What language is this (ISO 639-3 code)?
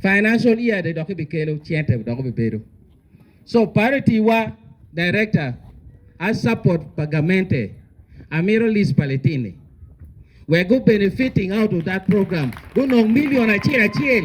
ach